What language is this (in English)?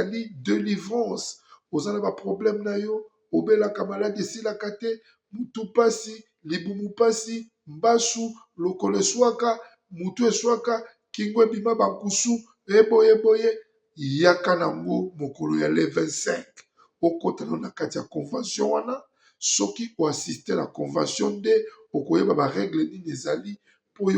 Lingala